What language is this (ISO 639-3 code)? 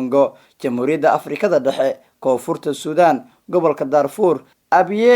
som